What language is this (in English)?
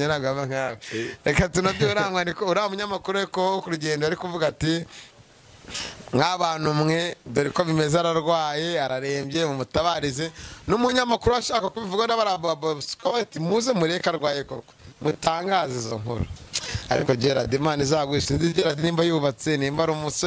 Kinyarwanda